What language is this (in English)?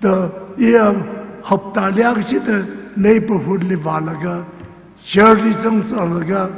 Tangkhul Naga (India)